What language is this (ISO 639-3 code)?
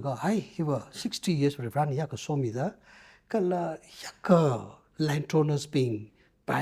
nmf